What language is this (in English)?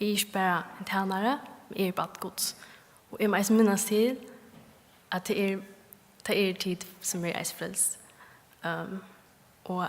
Faroese